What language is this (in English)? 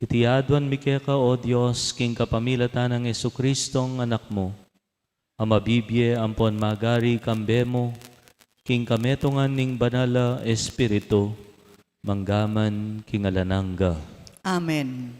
Pampanga